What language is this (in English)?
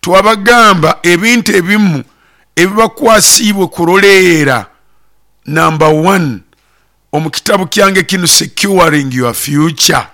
Nyoro